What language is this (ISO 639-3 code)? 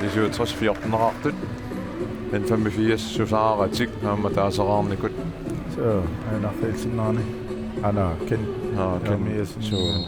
kal